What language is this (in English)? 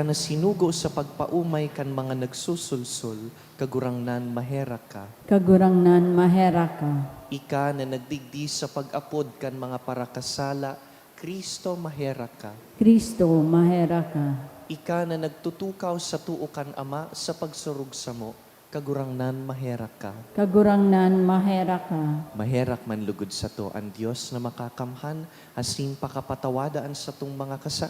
Bikol